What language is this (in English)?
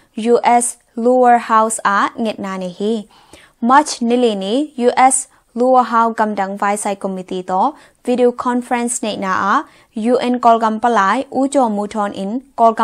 Tedim Chin